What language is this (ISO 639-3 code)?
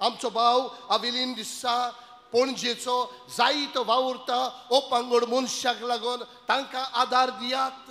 kok